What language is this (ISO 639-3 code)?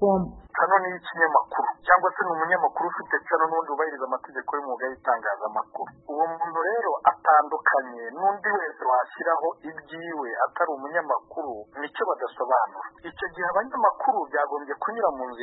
kin